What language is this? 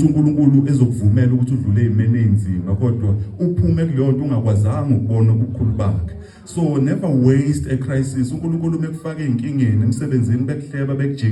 Zulu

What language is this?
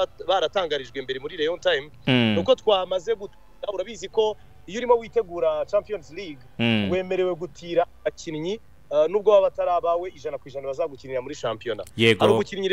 Kinyarwanda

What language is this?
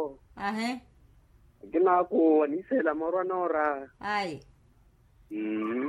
Makhuwa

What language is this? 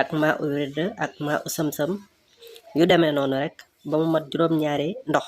Wolof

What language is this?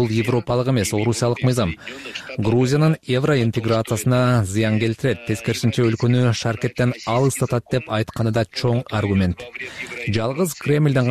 Kyrgyz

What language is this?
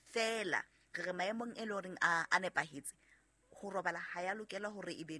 Southern Sotho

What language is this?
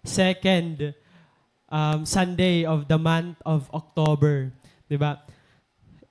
Waray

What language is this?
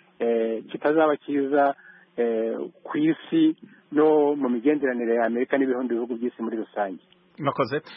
Kinyarwanda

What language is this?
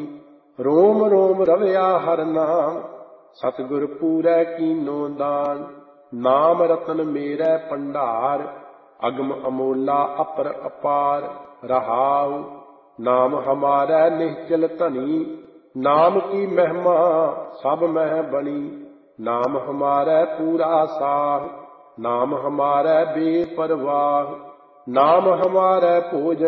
Punjabi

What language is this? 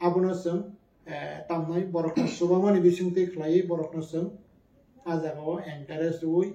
Kok Borok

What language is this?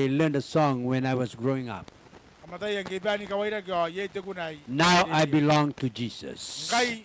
Gilbertese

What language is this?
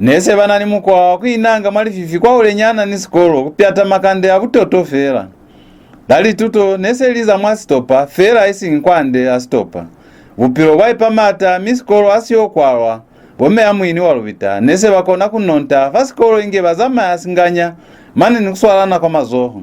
Lozi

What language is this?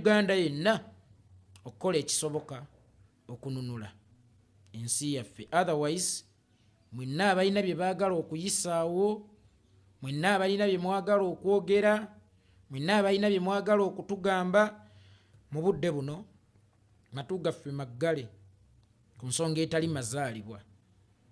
Ganda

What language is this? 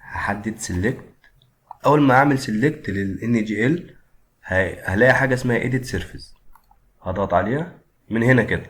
Egyptian Arabic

